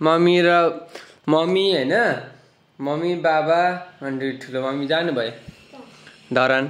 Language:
Nepali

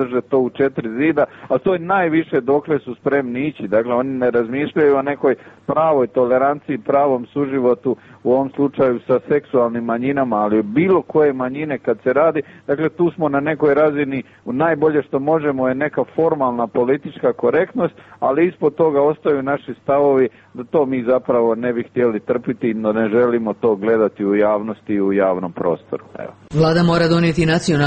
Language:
Croatian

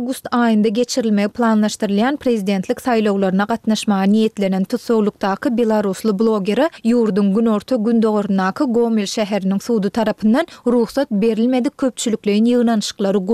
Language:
Turkmen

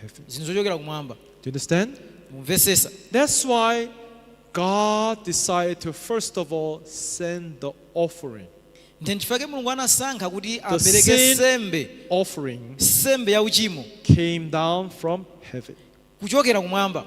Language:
Nyanja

